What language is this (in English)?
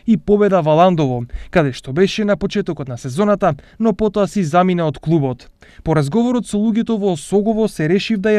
Macedonian